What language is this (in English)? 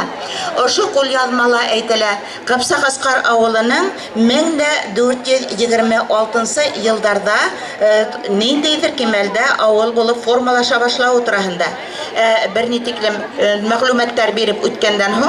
Bashkir